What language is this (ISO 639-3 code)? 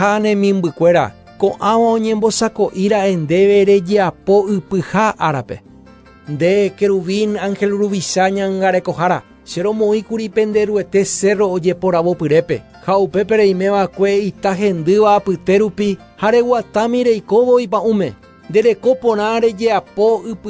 grn